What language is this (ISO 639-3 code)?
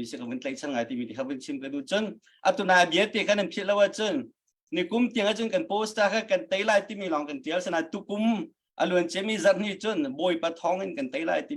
cnh